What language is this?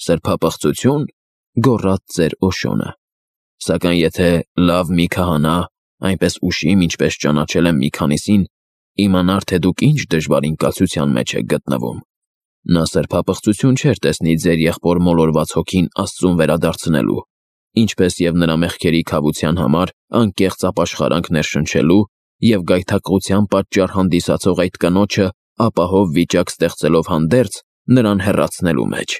Armenian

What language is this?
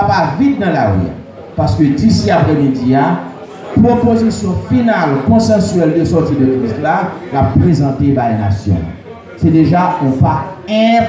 Haitian Creole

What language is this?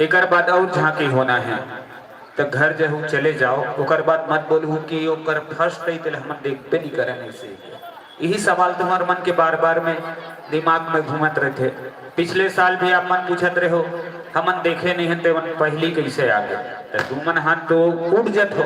Chhattisgarhi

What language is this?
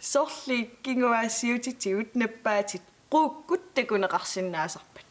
Kalaallisut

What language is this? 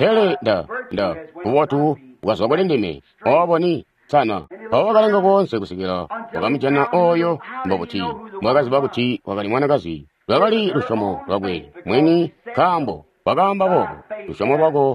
Tonga (Zambia)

